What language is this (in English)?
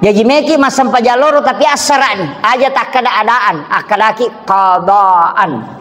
Buginese